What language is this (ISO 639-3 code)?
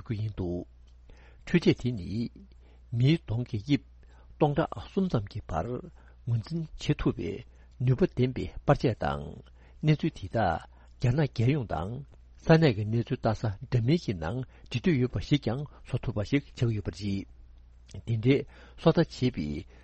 bod